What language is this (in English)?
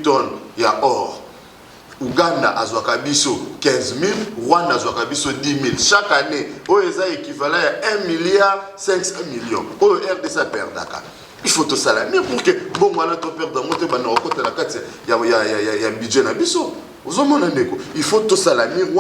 Lingala